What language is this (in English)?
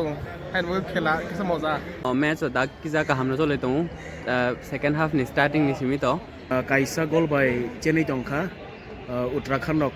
Kok Borok